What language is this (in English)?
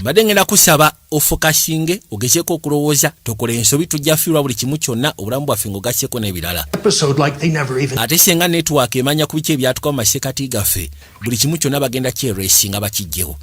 Ganda